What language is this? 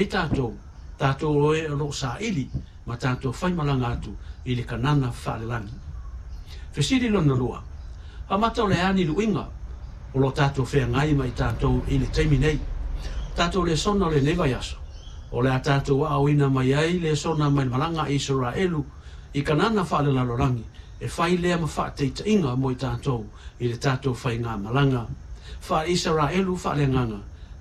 Samoan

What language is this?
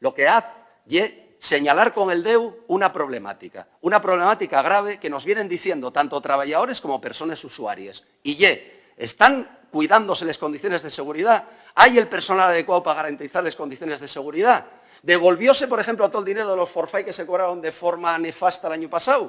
Asturian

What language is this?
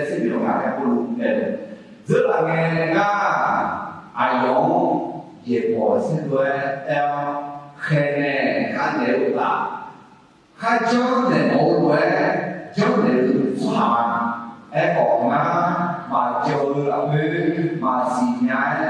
Akha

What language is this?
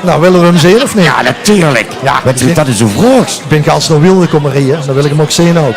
Limburgish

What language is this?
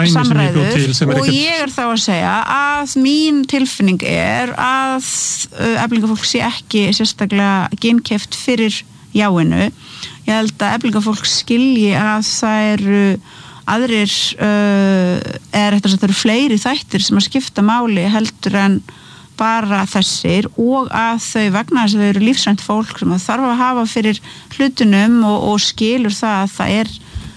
Icelandic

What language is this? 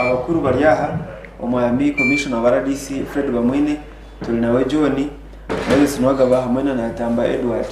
Nyankole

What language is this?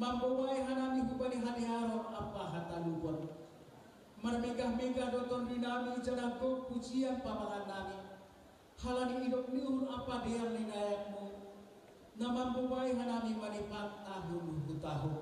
Batak Simalungun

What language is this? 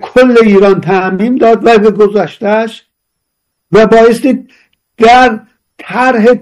Persian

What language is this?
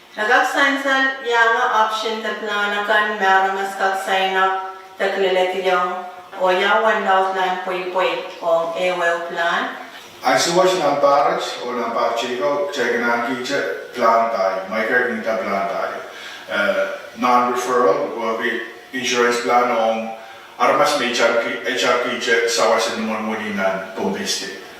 Pohnpeian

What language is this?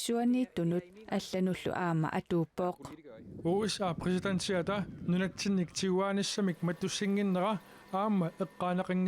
Kalaallisut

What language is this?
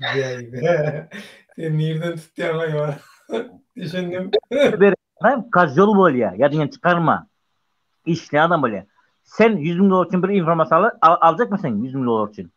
Turkmen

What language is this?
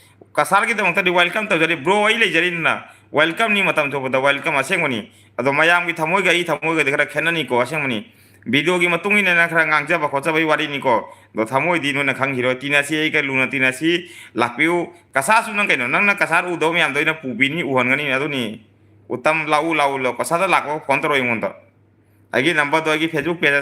Manipuri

